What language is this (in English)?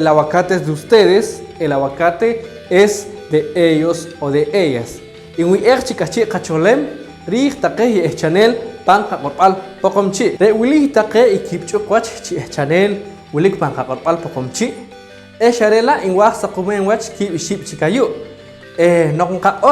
Poqomchi'